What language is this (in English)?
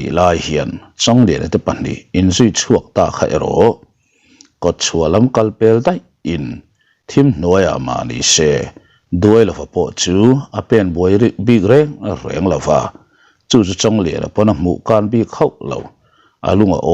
Mizo